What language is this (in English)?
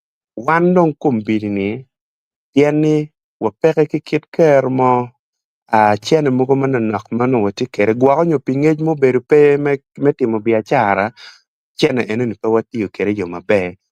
Acoli